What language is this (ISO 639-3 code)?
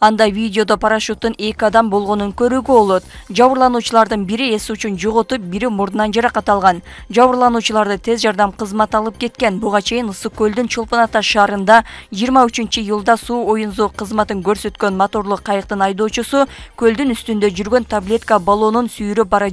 kir